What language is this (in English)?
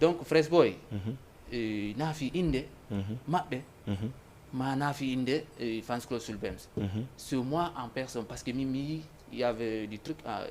Fula